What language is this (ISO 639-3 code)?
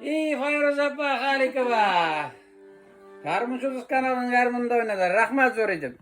tat